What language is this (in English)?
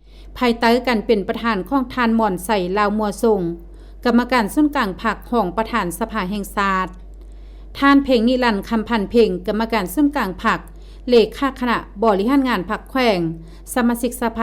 Lao